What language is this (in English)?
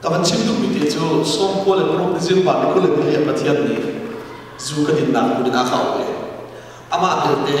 Hakha Chin